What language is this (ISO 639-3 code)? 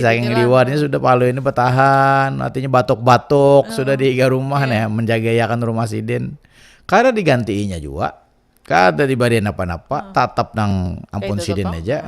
bjn